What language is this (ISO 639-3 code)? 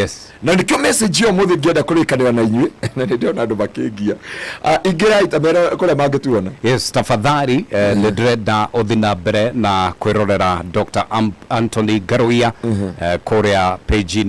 kik